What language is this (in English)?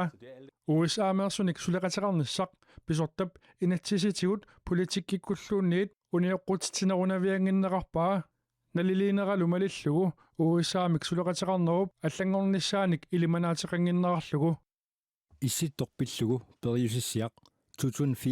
Kalaallisut